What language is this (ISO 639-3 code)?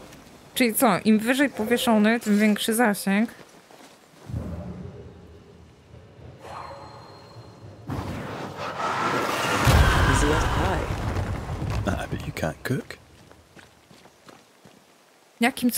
pol